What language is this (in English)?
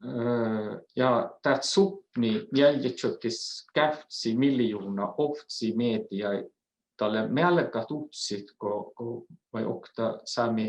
Northern Sami